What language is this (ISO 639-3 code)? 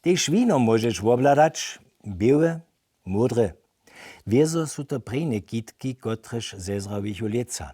hsb